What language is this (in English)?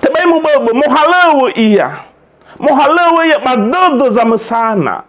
Nias